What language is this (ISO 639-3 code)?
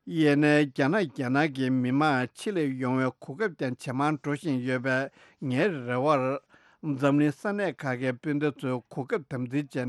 bod